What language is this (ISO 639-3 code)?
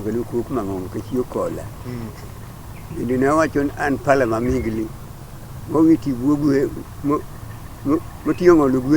luo